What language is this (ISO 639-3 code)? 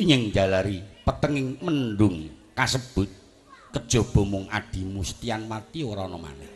jav